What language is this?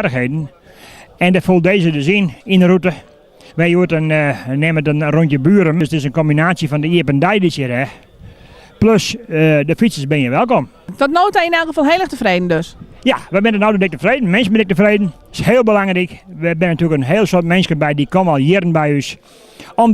Western Frisian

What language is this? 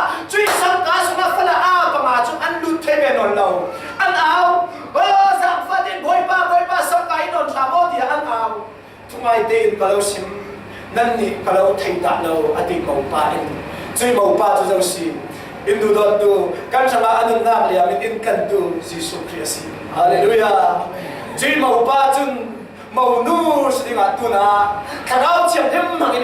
Falam Chin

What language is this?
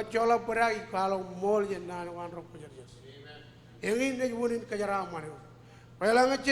Marshallese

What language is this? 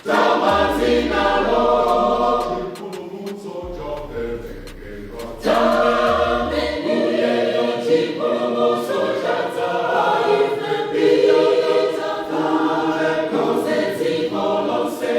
Nyanja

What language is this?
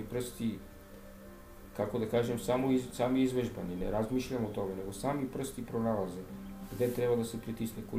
Serbian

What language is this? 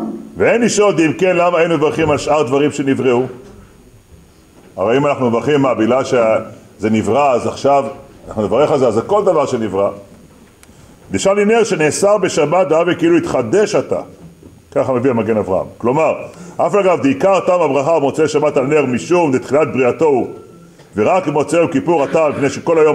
Hebrew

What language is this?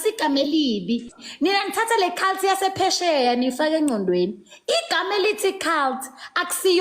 Zulu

